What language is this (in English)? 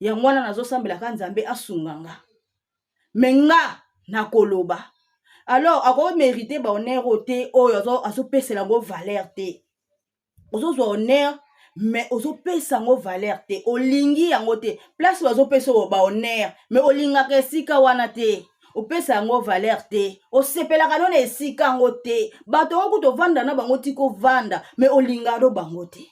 Lingala